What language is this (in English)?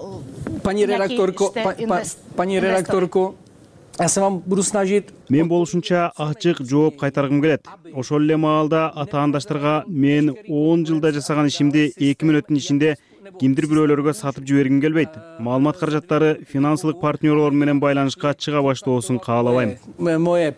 Kyrgyz